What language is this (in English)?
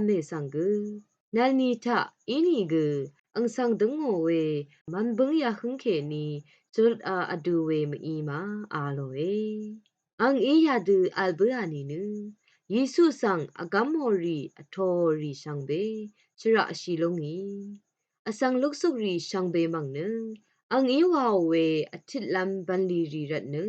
Rawang